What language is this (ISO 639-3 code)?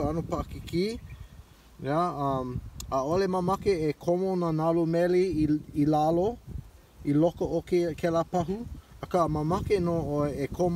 haw